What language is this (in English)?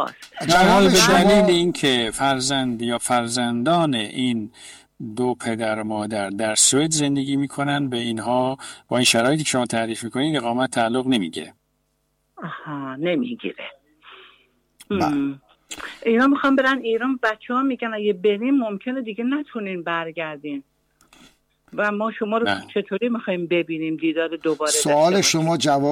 Persian